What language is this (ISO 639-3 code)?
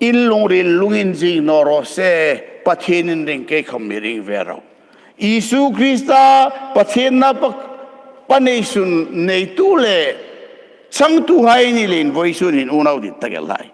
hmr